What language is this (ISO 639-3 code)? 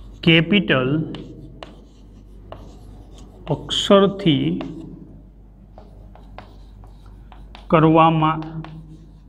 guj